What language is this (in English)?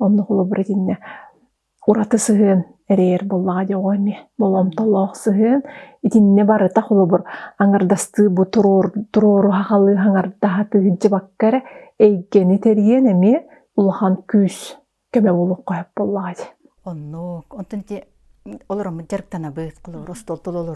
Yakut